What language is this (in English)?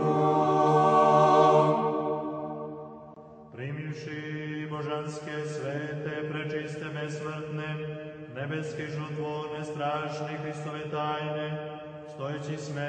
Serbian